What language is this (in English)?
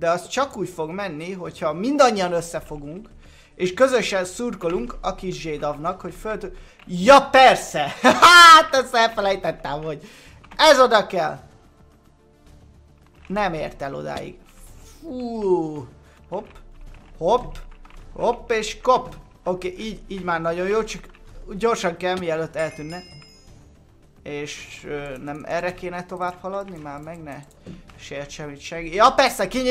Hungarian